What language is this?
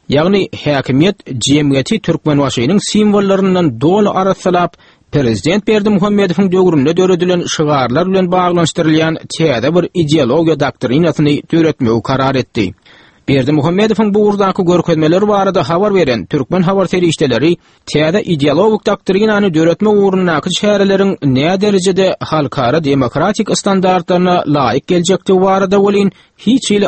Turkmen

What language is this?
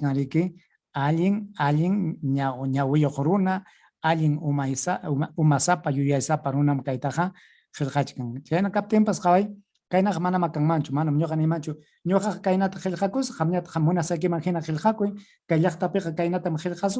Ayacucho Quechua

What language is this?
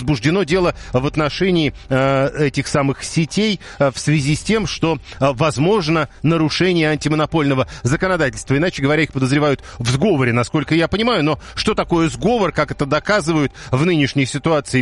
Russian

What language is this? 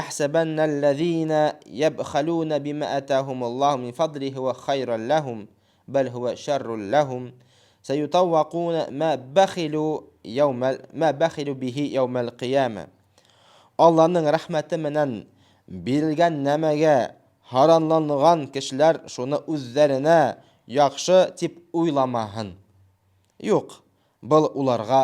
Bashkir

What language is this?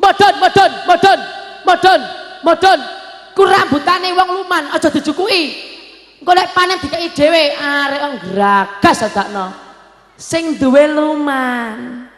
Javanese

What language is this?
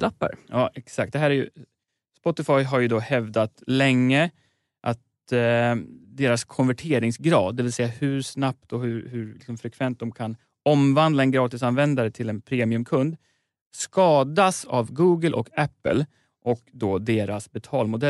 Swedish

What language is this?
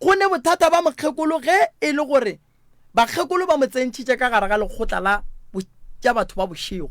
Northern Sotho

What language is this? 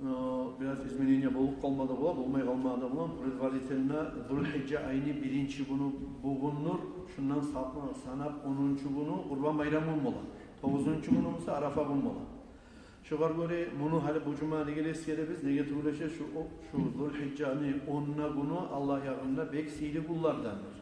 Kumyk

